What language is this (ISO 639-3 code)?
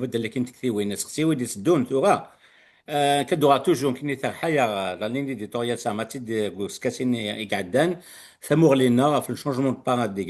kab